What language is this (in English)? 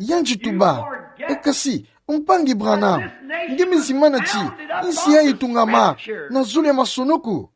Kituba (Democratic Republic of Congo)